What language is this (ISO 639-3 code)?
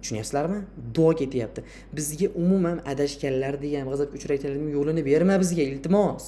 uzb